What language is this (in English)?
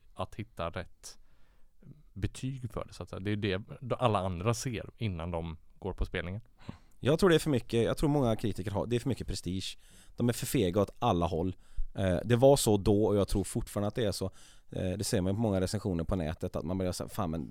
Swedish